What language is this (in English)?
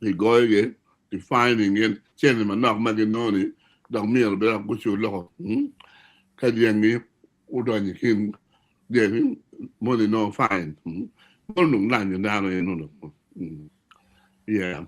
Acoli